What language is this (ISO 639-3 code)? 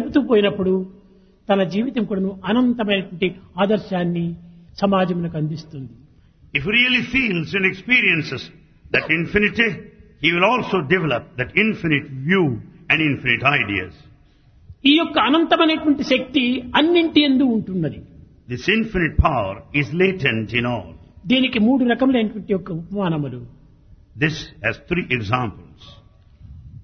tel